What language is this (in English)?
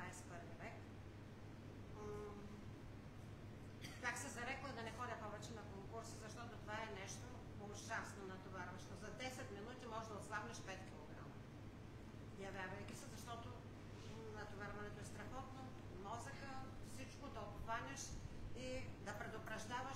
Bulgarian